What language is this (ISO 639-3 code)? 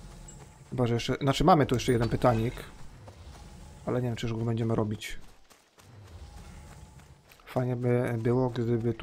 pol